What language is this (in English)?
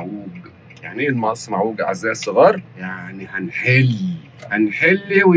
Egyptian Arabic